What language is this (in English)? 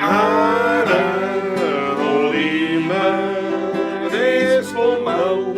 Bavarian